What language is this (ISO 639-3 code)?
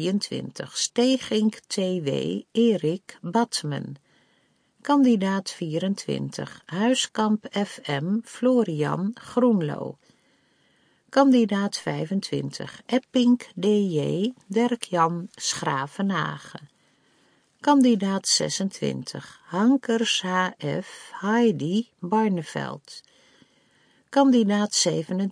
nld